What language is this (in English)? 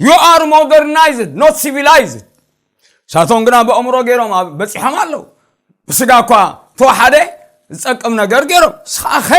Tigrinya